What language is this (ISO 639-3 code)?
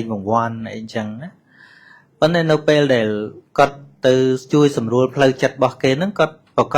khm